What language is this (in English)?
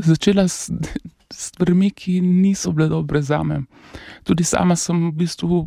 Slovenian